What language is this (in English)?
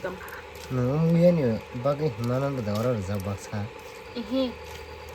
Kok Borok